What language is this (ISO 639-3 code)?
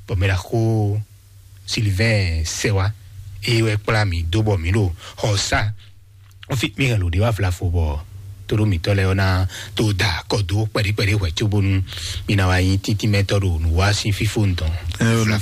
fon